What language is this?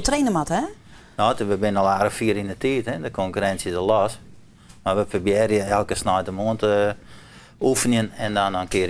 Western Frisian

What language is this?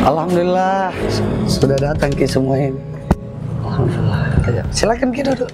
Makassar Malay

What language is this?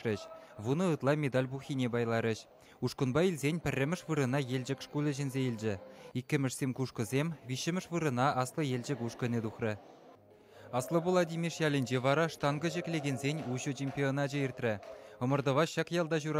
Chuvash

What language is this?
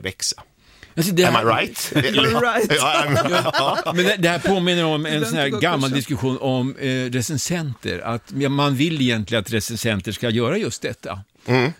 Swedish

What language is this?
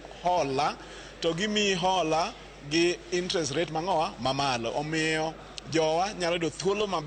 Luo (Kenya and Tanzania)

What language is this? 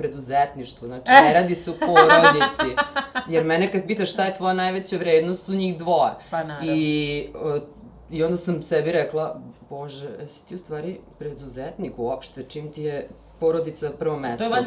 Serbian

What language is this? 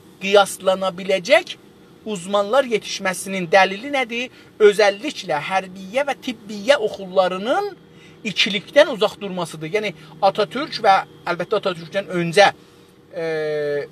South Azerbaijani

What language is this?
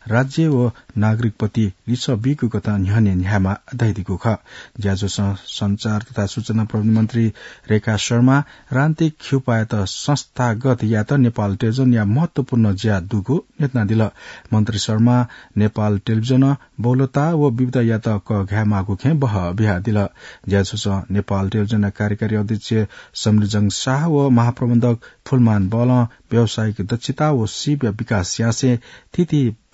Newari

